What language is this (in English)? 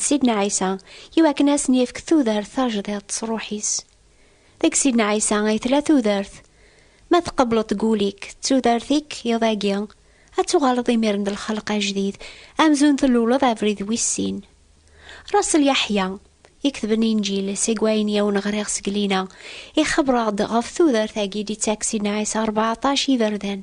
Kabyle